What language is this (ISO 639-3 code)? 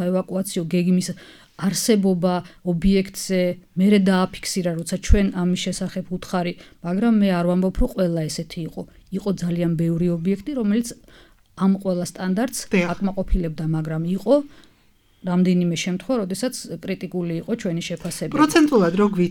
kat